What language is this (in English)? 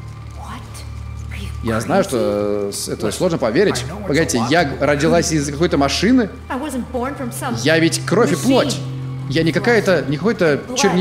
Russian